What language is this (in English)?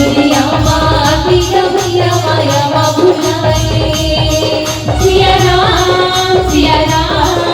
Chhattisgarhi